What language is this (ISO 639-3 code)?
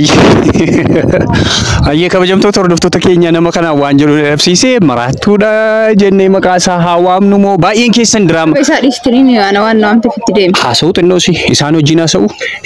orm